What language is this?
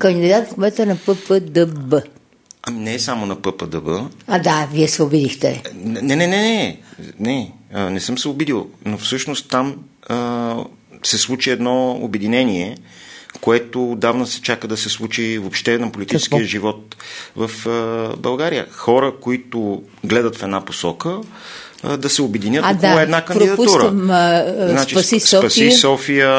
Bulgarian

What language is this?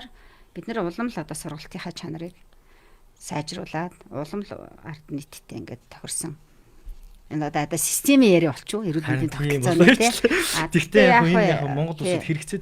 Mongolian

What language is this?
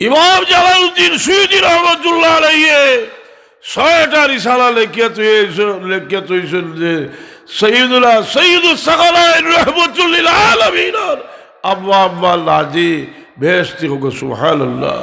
Sylheti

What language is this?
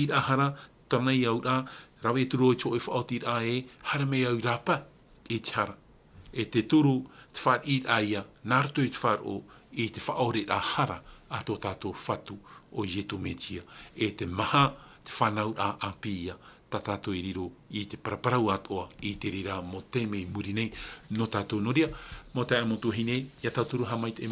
Tahitian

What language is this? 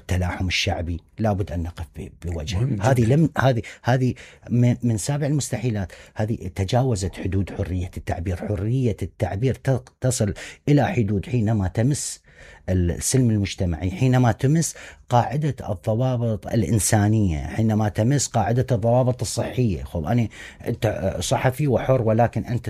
Mesopotamian Arabic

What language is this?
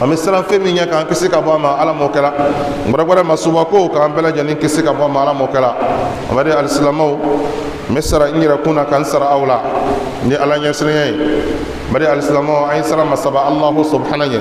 Bambara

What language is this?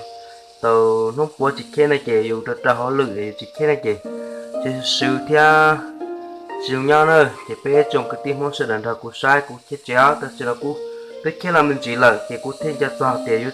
Hmong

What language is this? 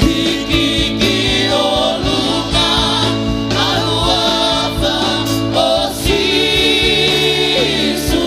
Tongan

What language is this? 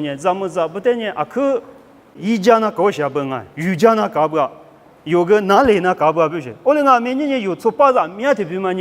Lisu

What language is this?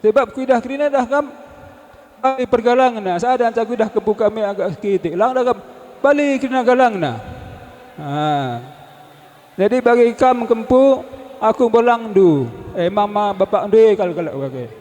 Batak Karo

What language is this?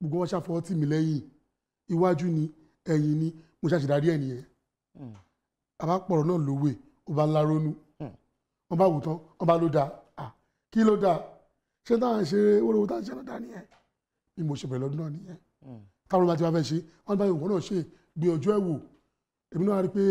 Yoruba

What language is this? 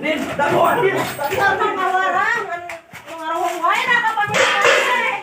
Sundanese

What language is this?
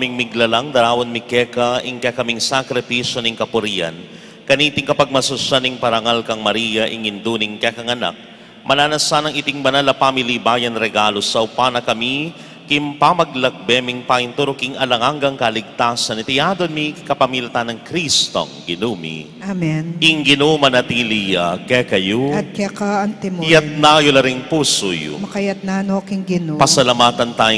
Pampanga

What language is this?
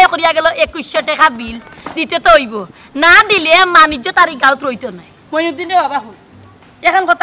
Sylheti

